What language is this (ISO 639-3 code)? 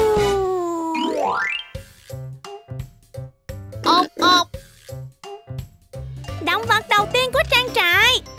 vie